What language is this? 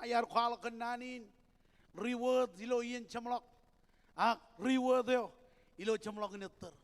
Marshallese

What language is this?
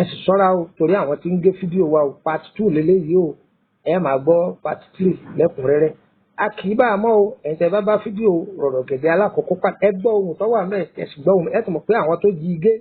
Yoruba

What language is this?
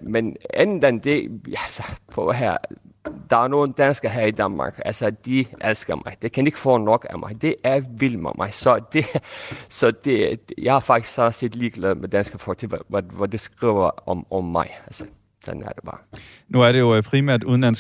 Danish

